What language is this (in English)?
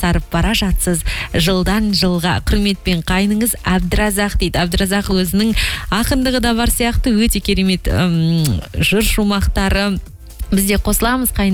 Kazakh